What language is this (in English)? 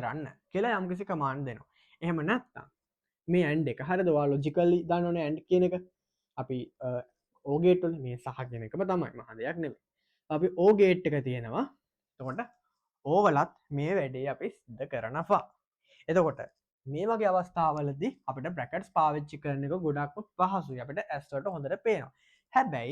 Sinhala